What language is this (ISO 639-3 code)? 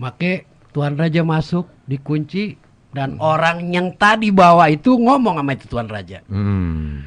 bew